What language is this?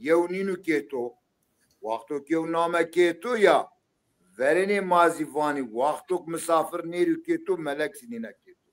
Zaza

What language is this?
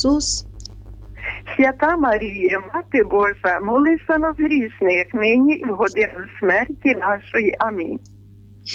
Ukrainian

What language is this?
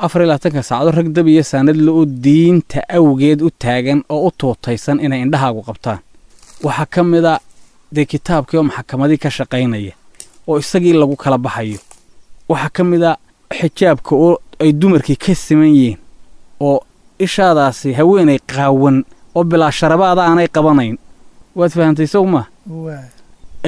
Somali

